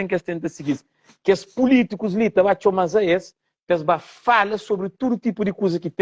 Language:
Kabuverdianu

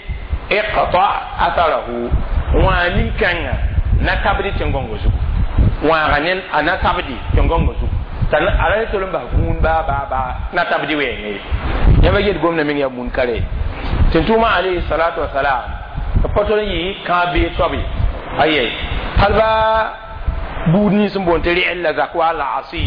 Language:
Mossi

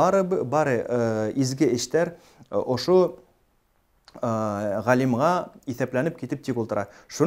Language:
Bashkir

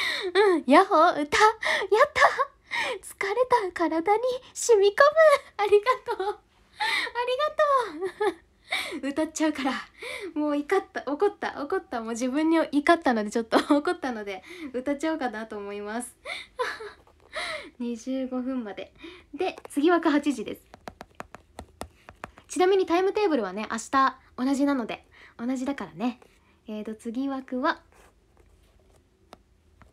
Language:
Japanese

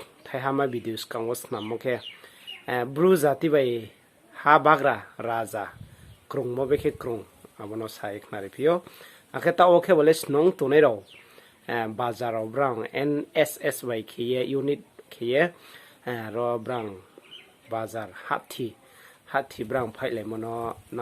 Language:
Riang (India)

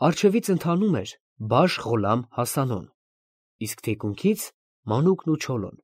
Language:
Armenian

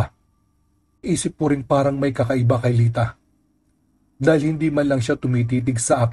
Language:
Filipino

